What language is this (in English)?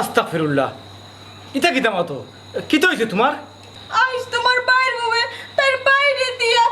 Sylheti